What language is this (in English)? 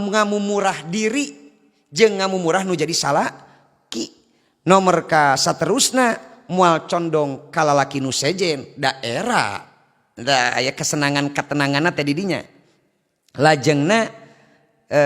Sundanese